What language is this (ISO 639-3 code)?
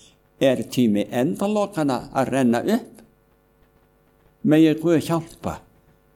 isl